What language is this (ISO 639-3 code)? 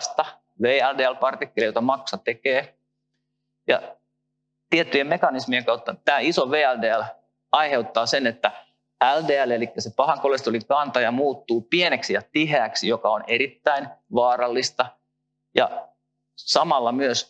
fin